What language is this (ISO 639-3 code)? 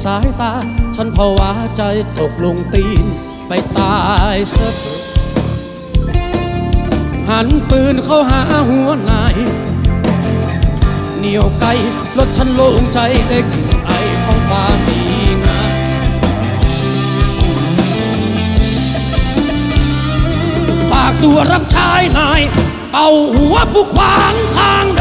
tha